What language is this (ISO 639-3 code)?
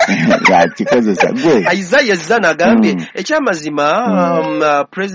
lug